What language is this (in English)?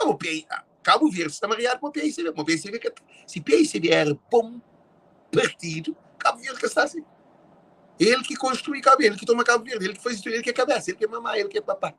Kabuverdianu